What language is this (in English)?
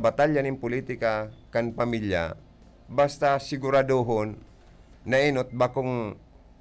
Bikol